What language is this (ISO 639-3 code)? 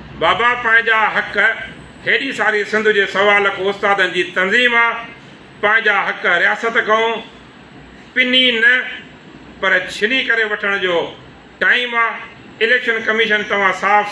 snd